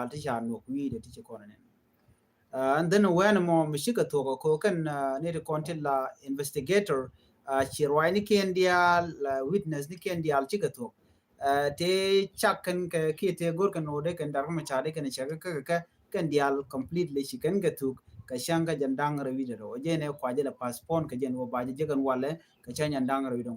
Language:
Nuer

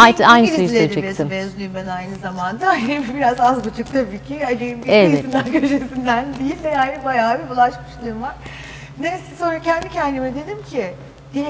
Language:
Turkish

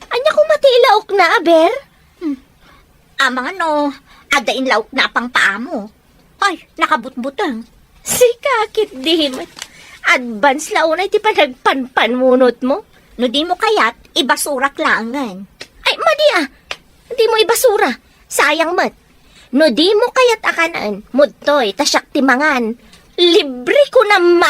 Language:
Iloko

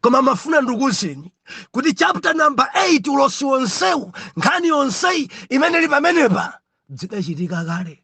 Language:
Nyanja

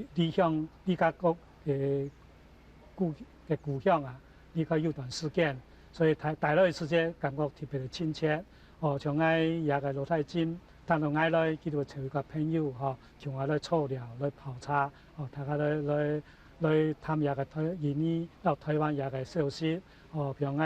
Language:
Hakka Chinese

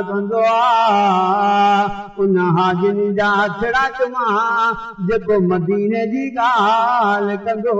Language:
Saraiki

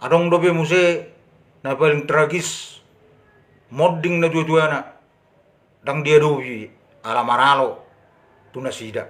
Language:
Batak Toba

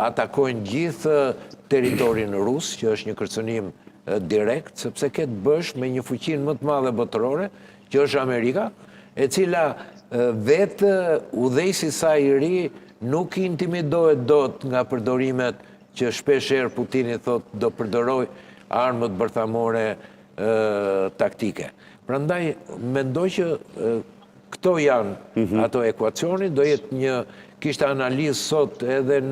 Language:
Albanian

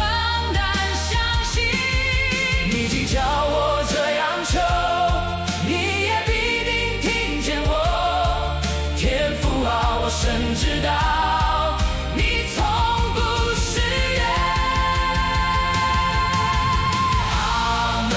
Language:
Chinese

